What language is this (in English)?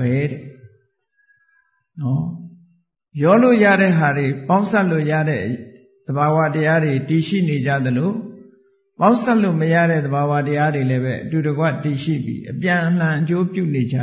Burmese